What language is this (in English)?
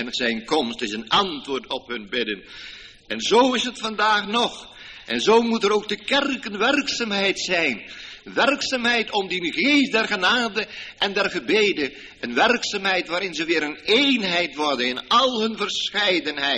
Dutch